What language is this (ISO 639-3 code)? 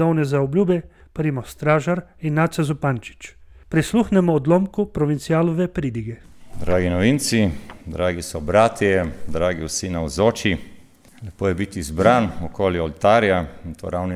slv